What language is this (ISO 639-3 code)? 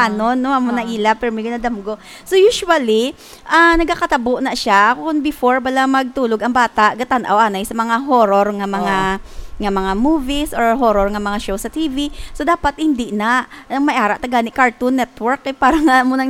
hil